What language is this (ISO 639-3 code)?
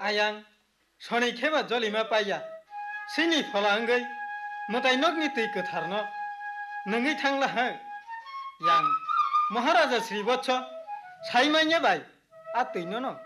trp